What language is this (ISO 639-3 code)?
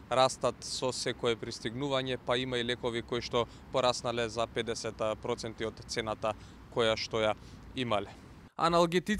mkd